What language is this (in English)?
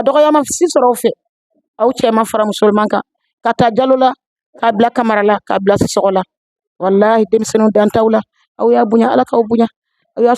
Bambara